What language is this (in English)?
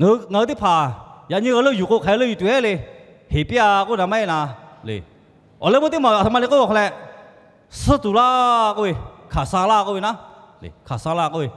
Lahu